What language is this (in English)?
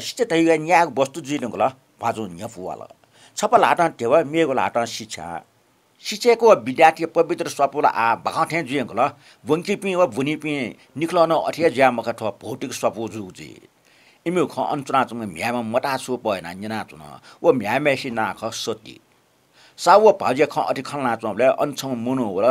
Newari